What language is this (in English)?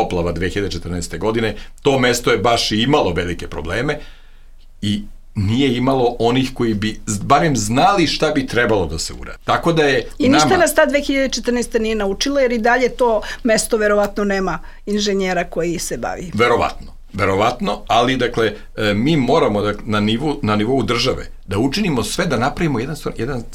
Serbian